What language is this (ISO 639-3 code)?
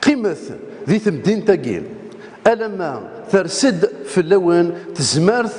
kab